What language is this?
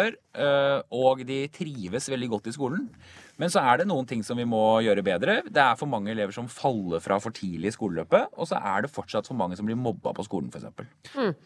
Norwegian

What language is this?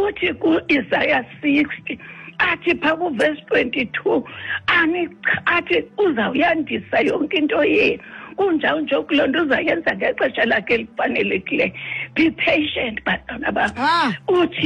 Xhosa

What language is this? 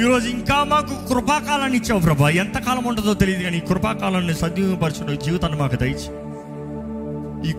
Telugu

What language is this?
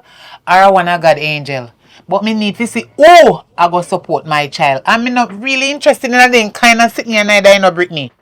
Jamaican Creole English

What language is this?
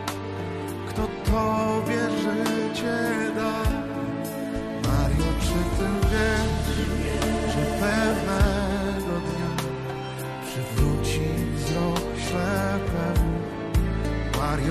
Polish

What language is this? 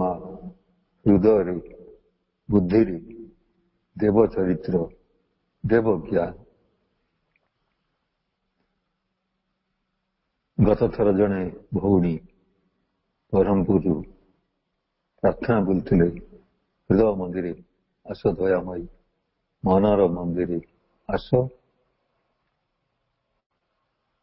Odia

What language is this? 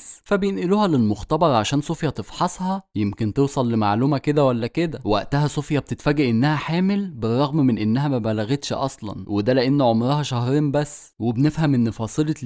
Egyptian Arabic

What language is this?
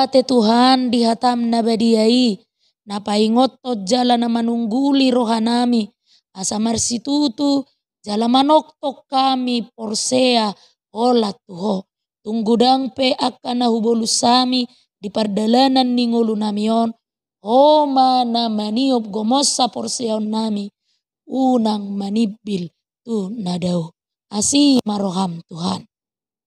Batak Toba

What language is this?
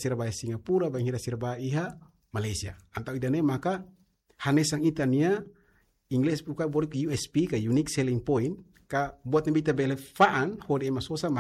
Tetum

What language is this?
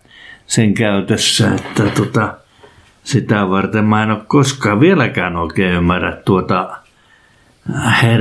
Finnish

